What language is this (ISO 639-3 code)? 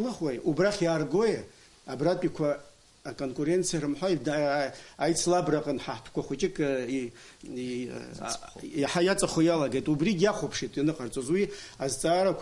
abk